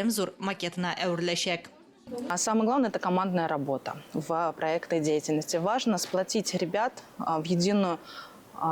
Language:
Tatar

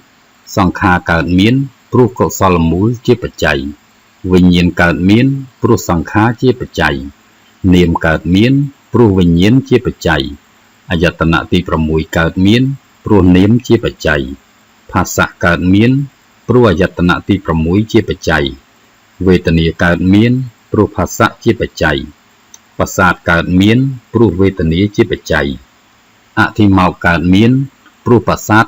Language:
Khmer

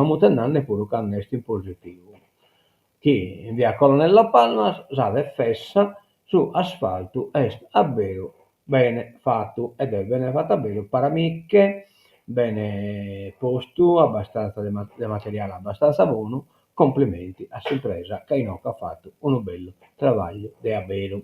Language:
Sardinian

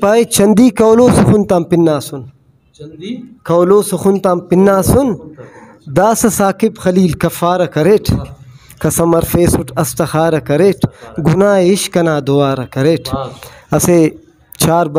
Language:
Brahui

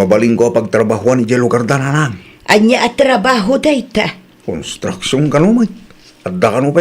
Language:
Iloko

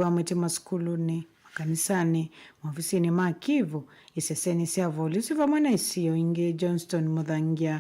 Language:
Kamba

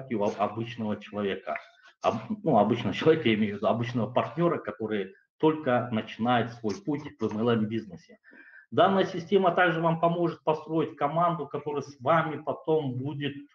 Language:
Russian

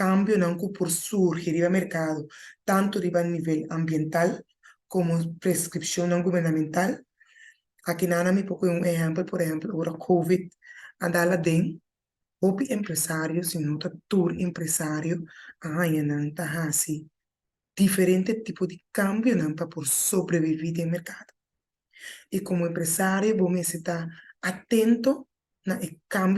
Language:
Papiamento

